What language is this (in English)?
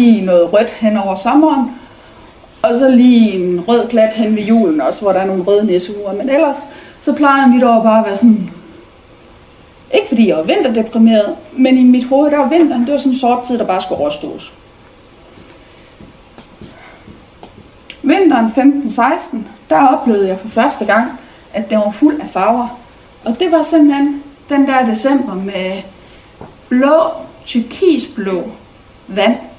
Danish